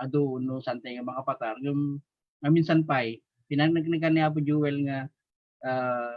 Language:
Iloko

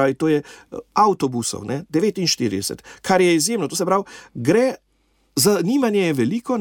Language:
Slovenian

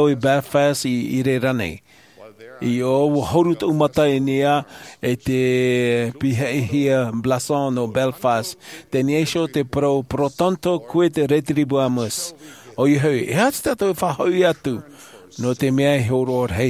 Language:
Tahitian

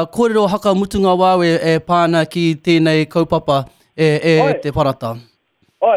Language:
Māori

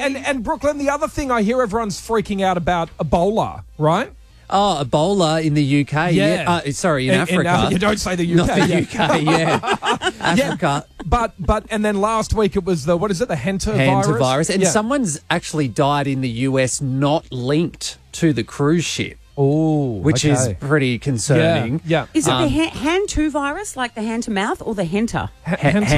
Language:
English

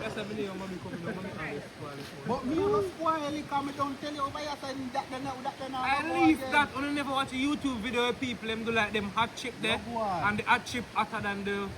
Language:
Jamaican Creole English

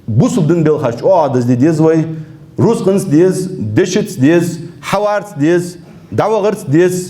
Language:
Ingush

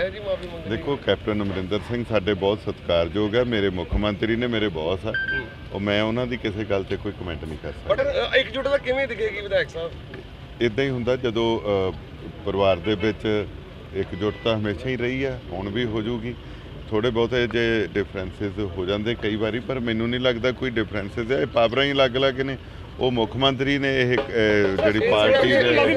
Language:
Punjabi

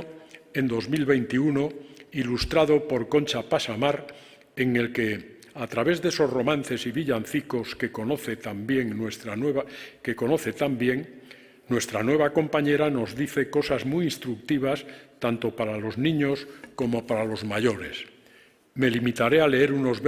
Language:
Ladino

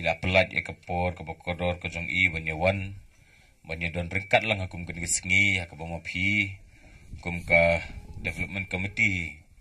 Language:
Khasi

